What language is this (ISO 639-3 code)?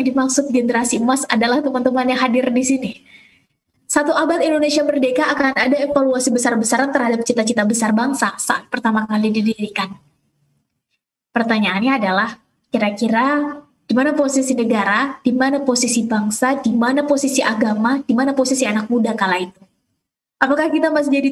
ind